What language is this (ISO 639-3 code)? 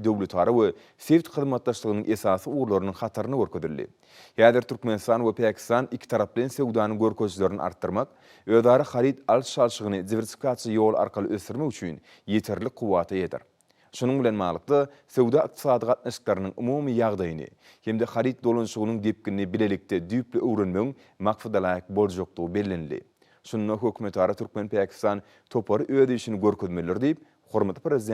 tuk